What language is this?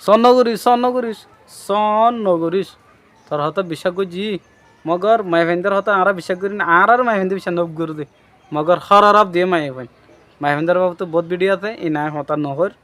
Rohingya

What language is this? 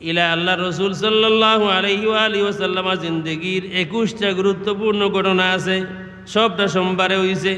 Sylheti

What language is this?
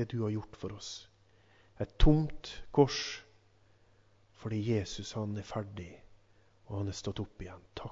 Norwegian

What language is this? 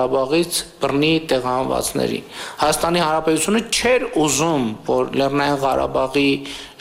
Armenian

